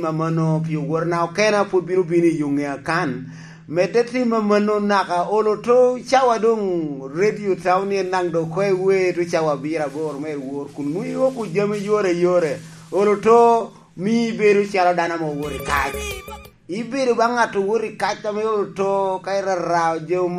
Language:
Lango (Uganda)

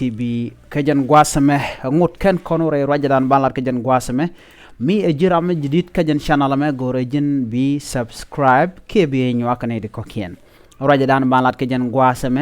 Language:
Nuer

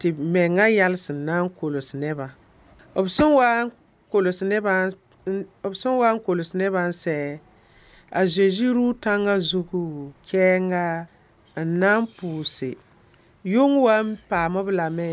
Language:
Mossi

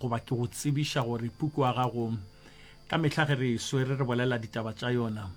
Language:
Northern Sotho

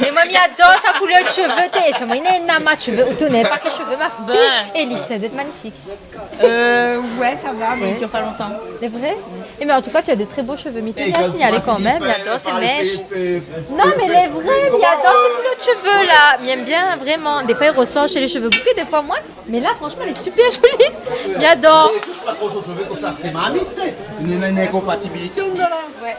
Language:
Réunion Creole French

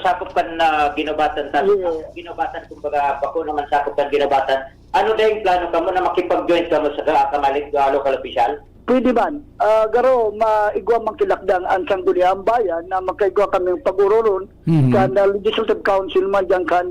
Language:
Bikol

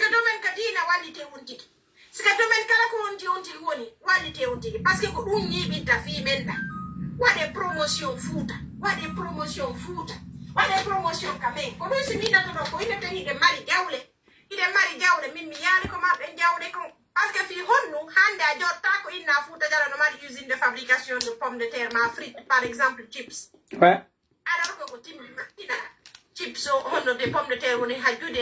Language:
Pular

